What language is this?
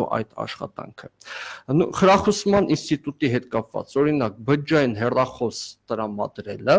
Armenian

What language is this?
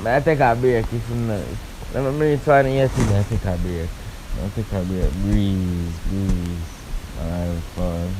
Jamaican Creole English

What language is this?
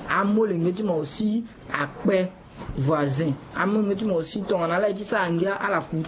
Sango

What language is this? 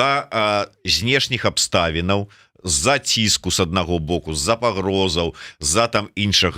Belarusian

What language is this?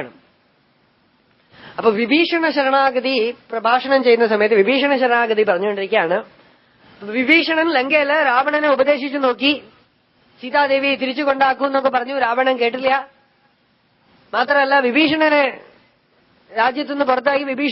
Malayalam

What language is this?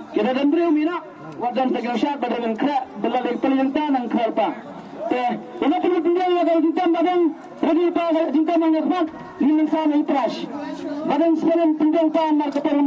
Khasi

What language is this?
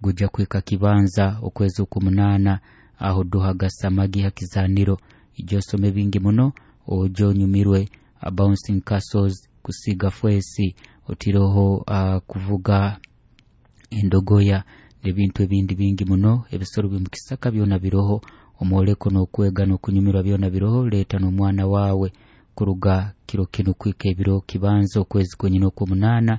Nyoro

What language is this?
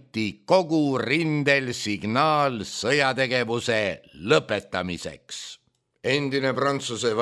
Estonian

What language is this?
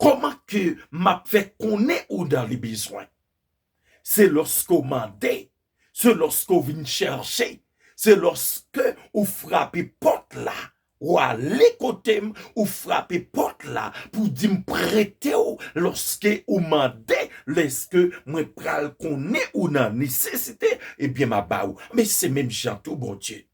Haitian Creole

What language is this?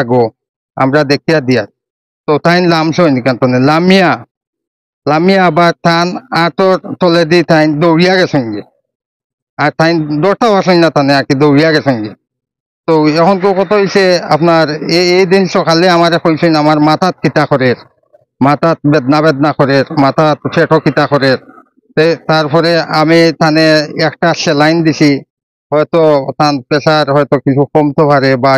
Sylheti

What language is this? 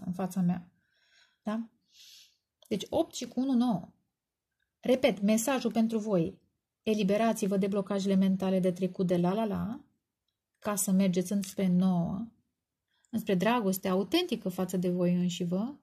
Romanian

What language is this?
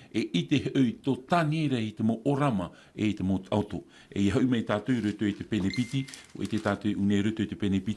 Tahitian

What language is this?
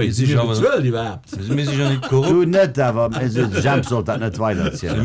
Luxembourgish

